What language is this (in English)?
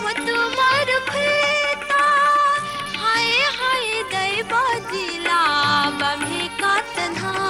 Newari